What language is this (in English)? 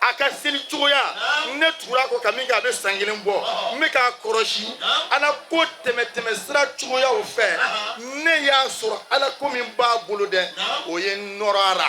Bambara